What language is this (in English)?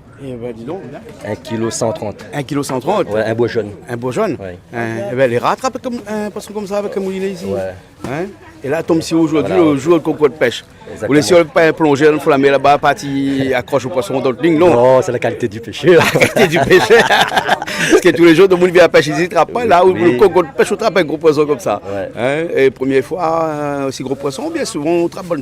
Réunion Creole French